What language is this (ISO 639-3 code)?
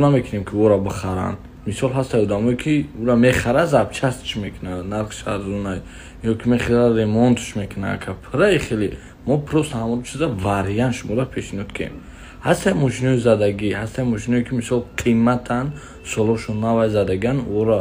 tgk